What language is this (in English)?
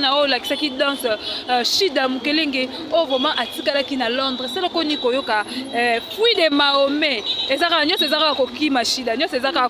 Lingala